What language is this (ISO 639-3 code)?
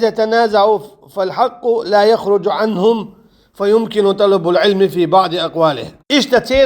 che